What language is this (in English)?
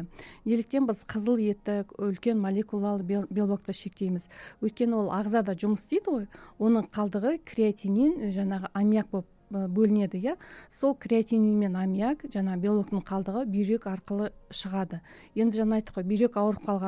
Kazakh